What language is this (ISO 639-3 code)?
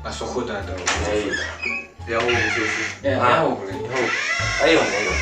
nia